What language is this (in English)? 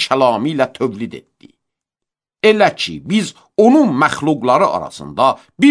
Azerbaijani